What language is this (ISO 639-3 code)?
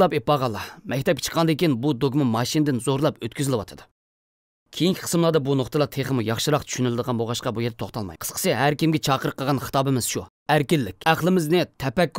uig